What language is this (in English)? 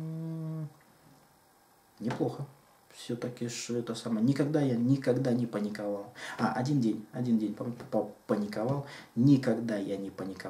Russian